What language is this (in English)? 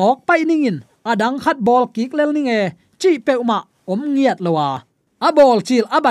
Tedim Chin